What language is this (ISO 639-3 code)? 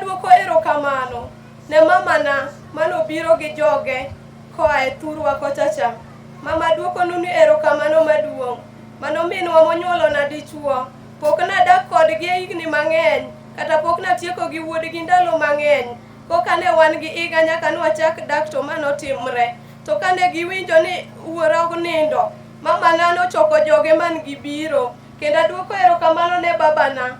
luo